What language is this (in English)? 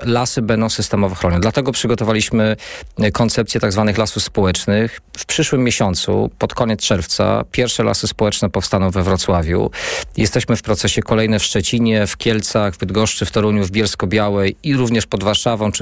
Polish